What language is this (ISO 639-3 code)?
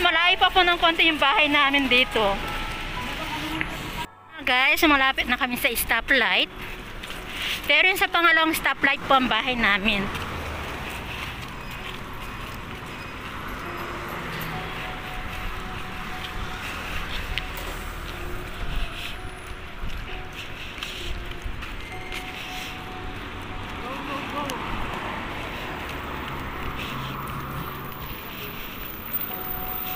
fil